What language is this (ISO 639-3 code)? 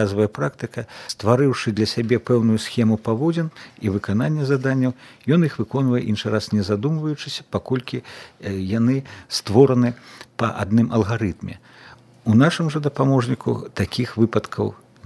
bel